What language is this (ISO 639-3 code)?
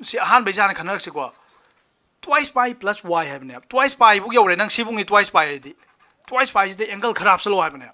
mni